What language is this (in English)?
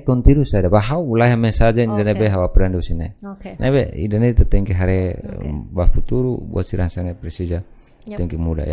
Tetum